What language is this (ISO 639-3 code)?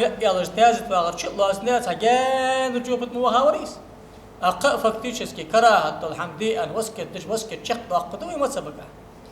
inh